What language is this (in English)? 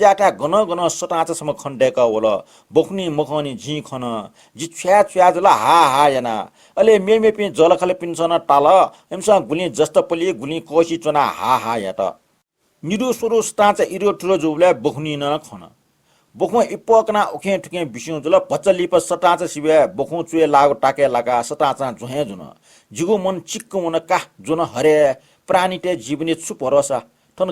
Newari